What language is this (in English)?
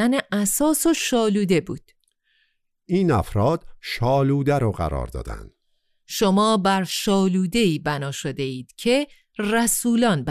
Persian